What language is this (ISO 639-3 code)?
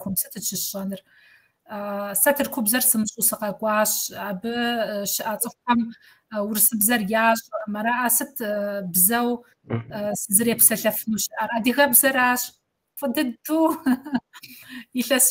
kbd